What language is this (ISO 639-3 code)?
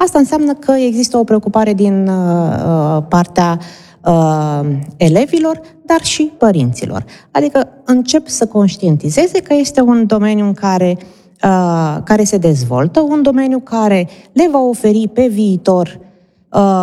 ron